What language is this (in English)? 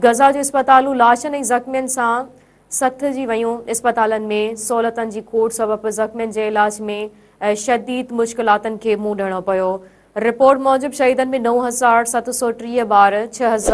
Sindhi